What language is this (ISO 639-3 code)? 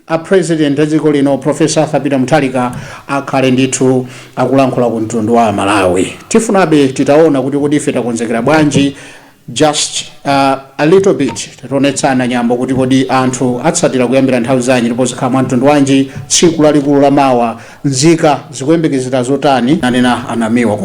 nya